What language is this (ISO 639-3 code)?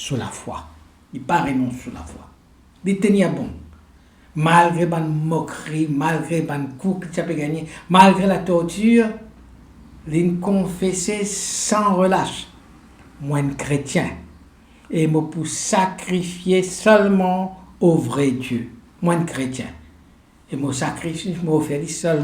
mfe